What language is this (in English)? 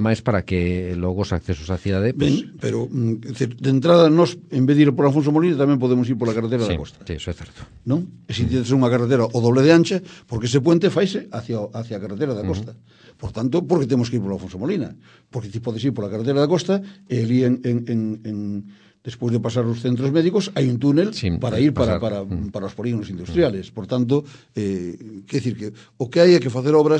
Galician